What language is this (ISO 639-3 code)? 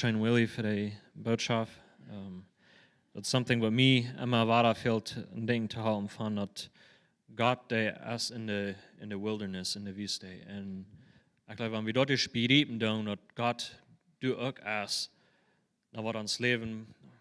pdt